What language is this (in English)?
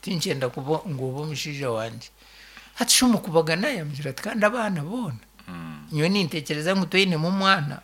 Nyankole